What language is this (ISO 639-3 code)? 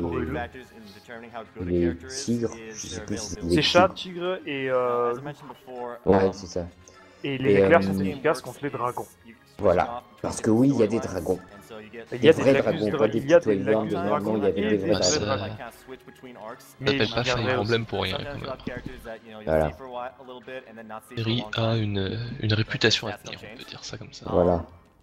fra